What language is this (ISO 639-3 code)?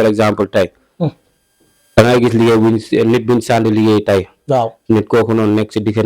wol